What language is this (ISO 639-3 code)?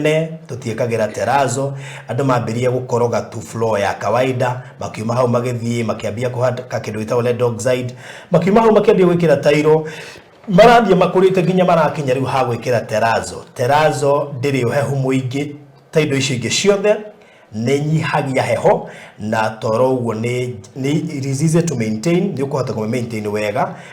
kik